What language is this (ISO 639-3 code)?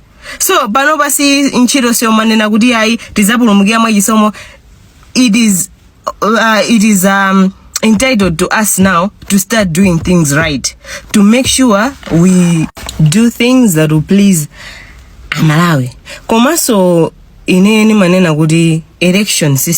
nya